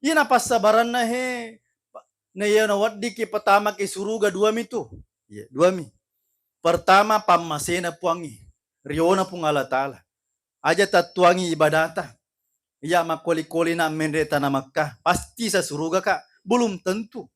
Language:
Buginese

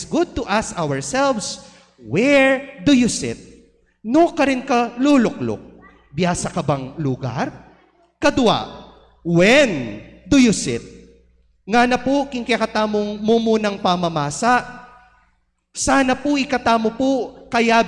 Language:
Pampanga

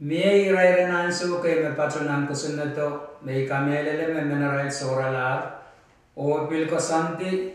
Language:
Pohnpeian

